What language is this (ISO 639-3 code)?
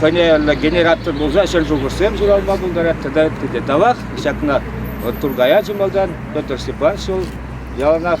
chv